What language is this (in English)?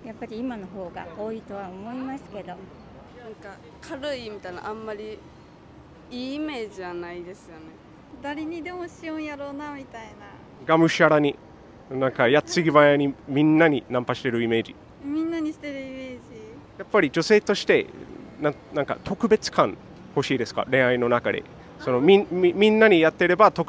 Japanese